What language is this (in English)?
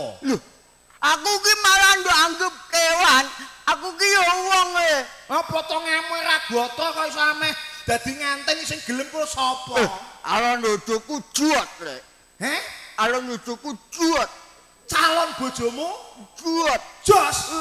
Javanese